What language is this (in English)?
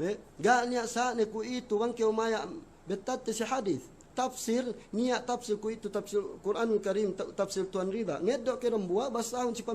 Yakan